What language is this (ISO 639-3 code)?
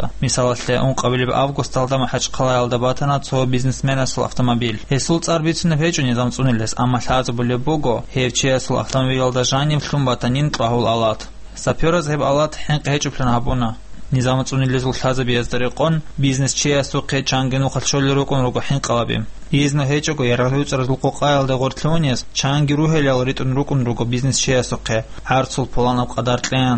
ava